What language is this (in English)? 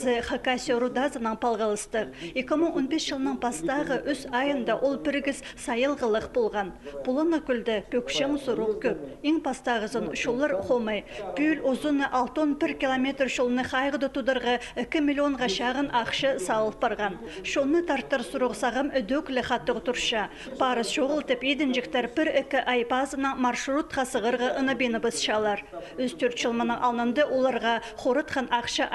Khakas